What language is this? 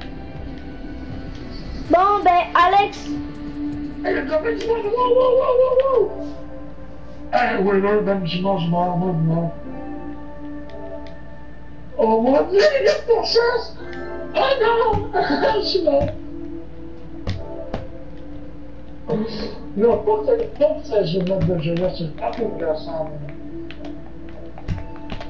French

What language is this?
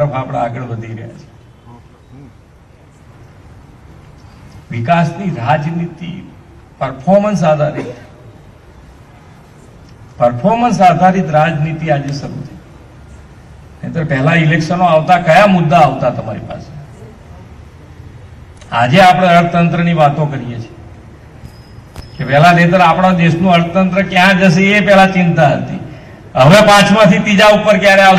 Gujarati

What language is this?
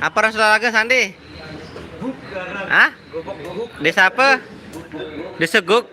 Sasak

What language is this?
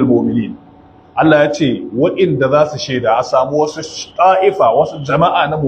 Hausa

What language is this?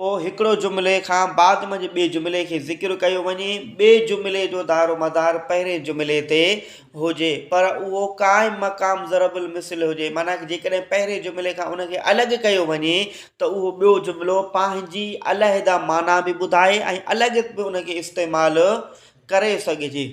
Sindhi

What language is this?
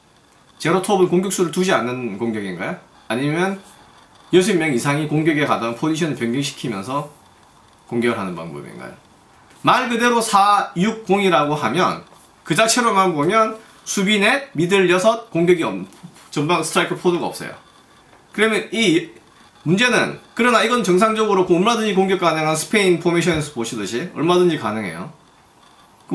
Korean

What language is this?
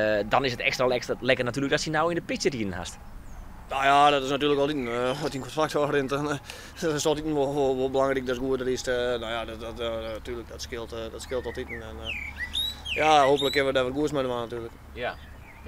Western Frisian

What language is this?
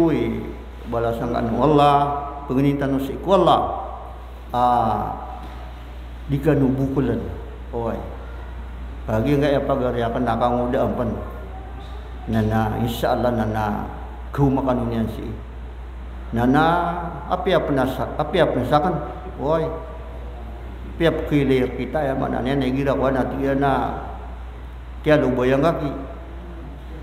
Maranao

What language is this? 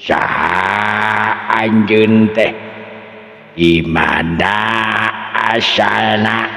Sundanese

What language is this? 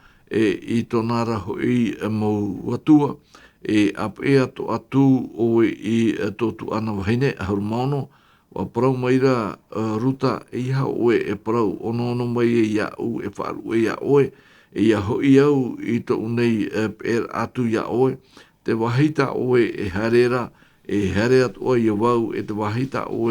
Tahitian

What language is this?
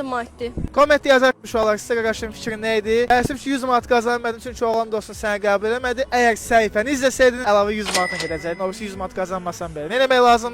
Azerbaijani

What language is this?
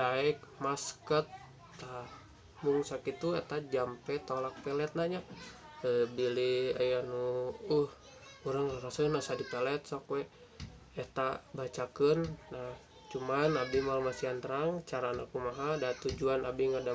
Sundanese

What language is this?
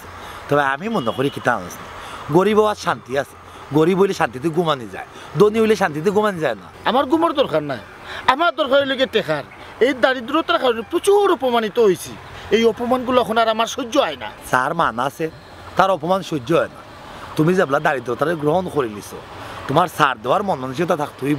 Sylheti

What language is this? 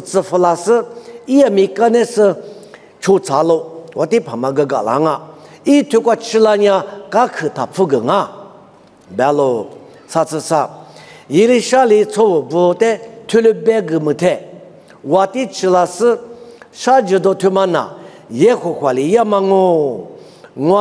Lisu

